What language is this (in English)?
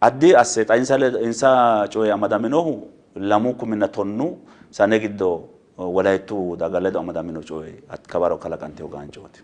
Sidamo